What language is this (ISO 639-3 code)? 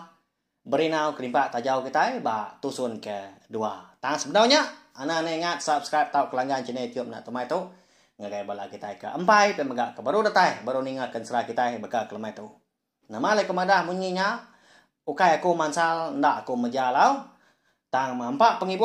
iba